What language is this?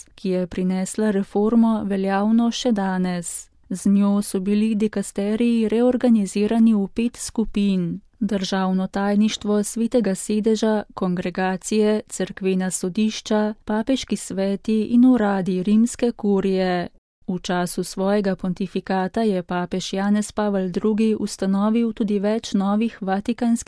Slovenian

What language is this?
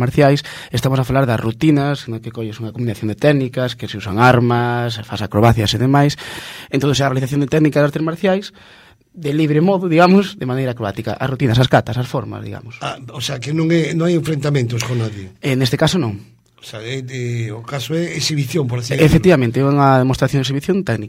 Galician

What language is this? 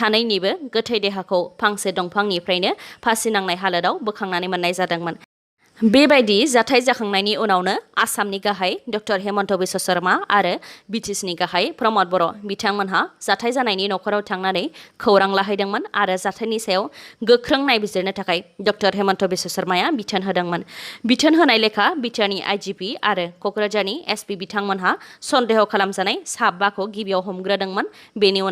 Bodo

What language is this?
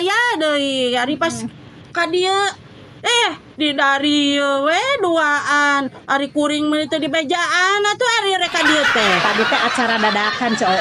Sundanese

